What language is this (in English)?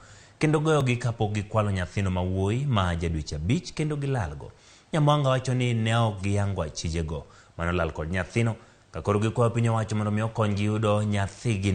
Luo (Kenya and Tanzania)